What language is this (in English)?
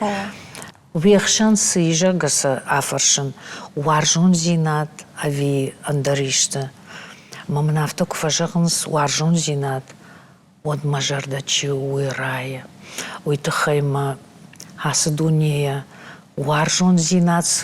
Ossetic